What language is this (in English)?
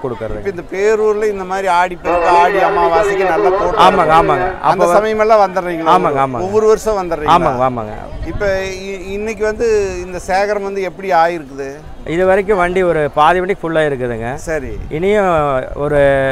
Tamil